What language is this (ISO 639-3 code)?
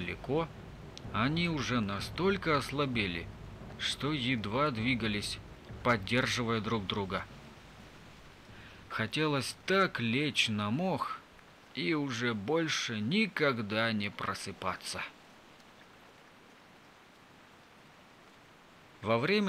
rus